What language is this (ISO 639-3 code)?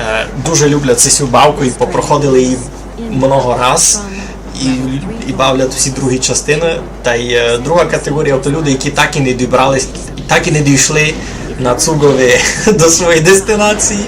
rue